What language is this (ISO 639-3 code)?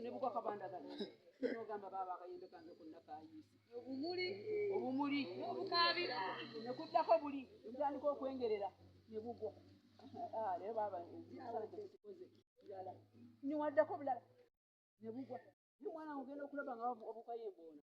lug